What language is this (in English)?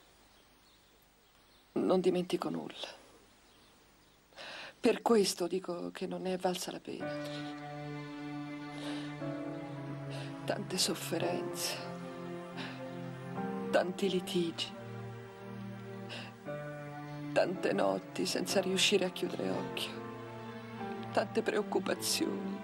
Italian